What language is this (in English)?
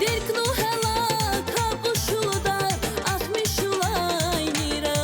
Tabassaran